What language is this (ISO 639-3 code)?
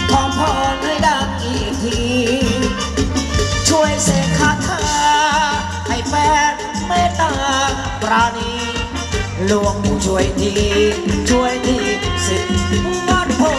tha